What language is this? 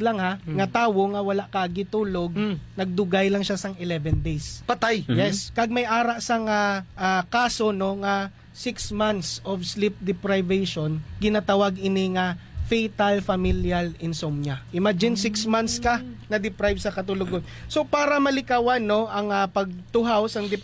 Hiligaynon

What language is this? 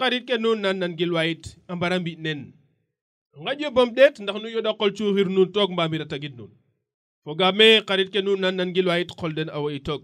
Serer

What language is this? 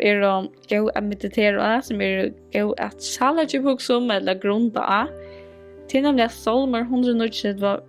Faroese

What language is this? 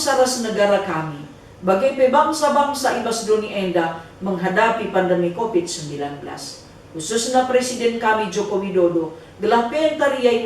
Batak Karo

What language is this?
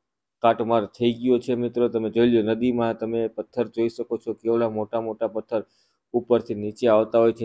Gujarati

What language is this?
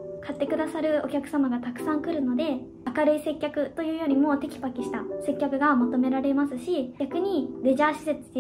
Japanese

